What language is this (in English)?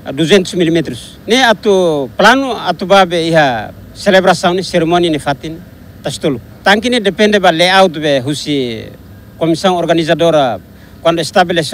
Tetum